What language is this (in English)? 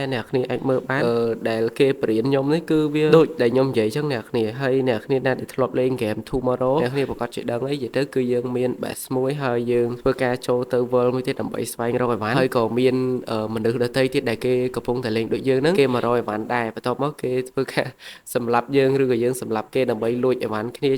Khmer